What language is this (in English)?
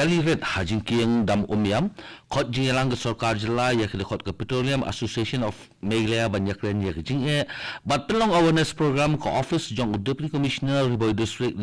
Khasi